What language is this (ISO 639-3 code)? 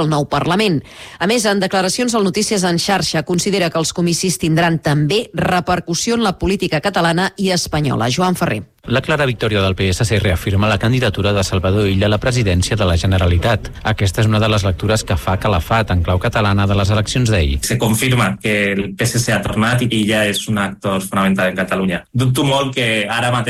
cat